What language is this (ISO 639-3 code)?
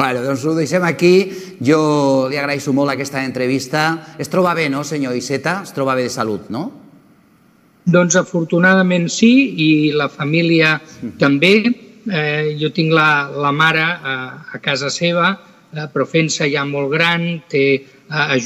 cat